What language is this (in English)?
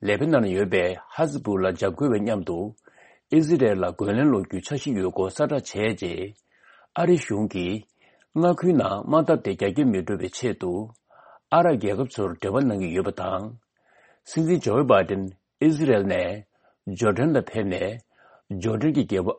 Tibetan